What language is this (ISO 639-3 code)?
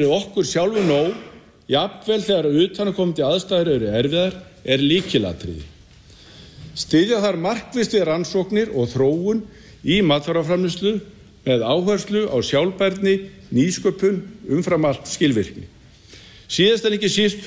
isl